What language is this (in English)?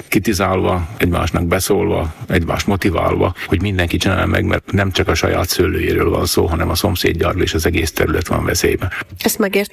Hungarian